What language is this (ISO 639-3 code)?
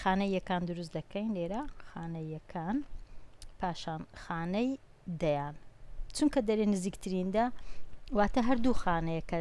ckb